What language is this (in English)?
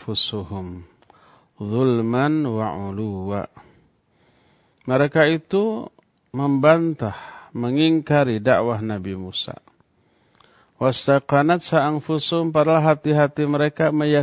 Indonesian